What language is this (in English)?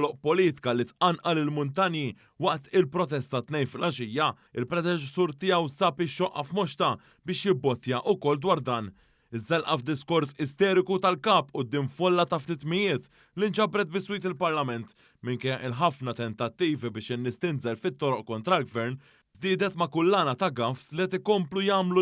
Maltese